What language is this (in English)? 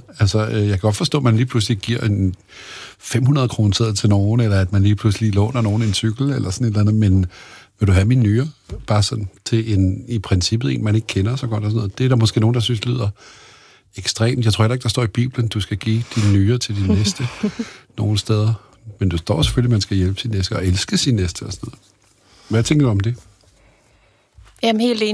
Danish